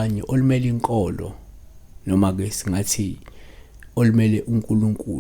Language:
Zulu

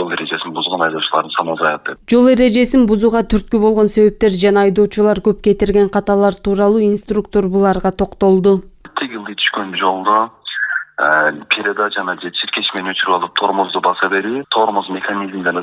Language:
Kyrgyz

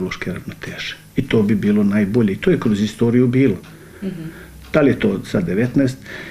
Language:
Bosnian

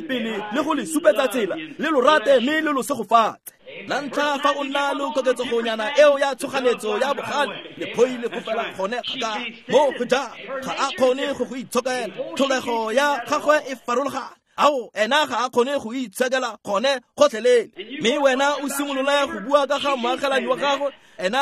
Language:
Tswana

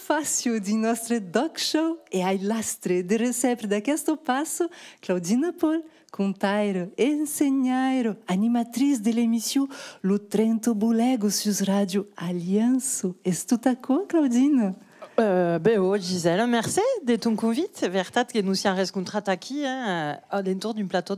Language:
Occitan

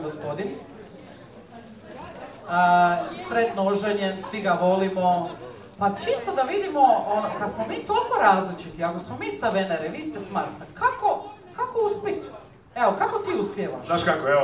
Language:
Croatian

